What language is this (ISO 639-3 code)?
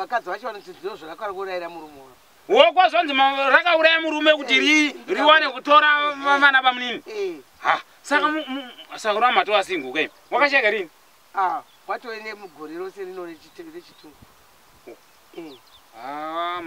sna